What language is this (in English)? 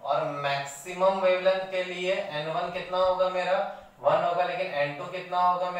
Hindi